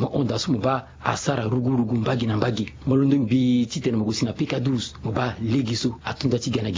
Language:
Sango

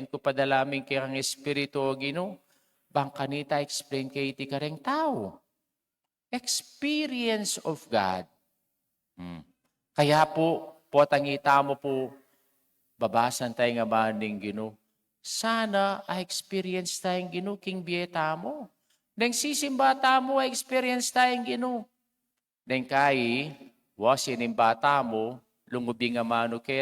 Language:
Pampanga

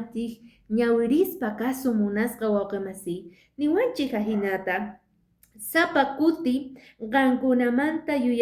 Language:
Quechua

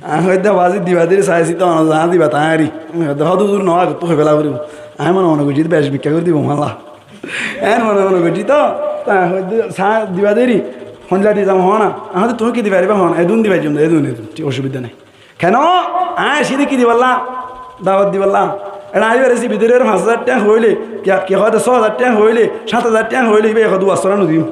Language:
Rohingya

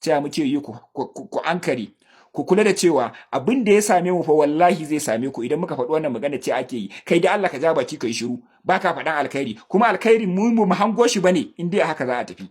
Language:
Hausa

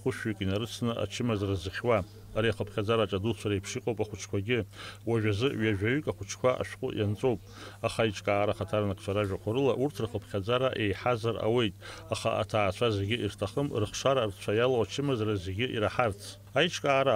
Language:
Abkhazian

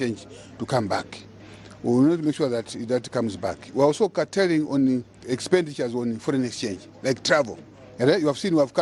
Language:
English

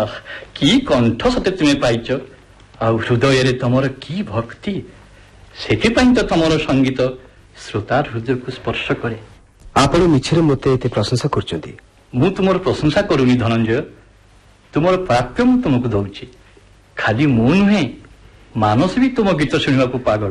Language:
Odia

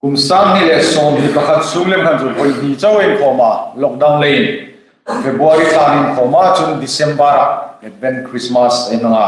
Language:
Hmar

